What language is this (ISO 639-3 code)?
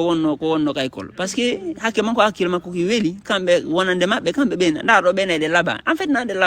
ful